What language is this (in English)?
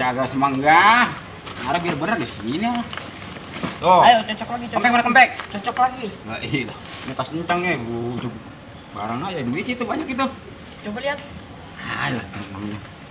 Betawi